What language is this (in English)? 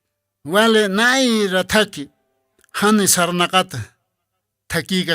Aymara